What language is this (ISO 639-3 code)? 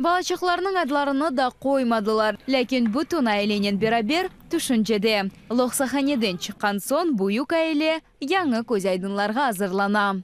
crh